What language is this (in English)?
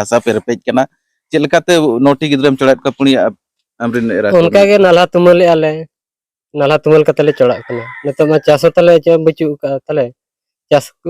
Santali